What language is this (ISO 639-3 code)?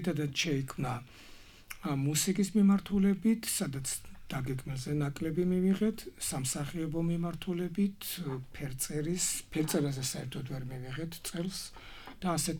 kat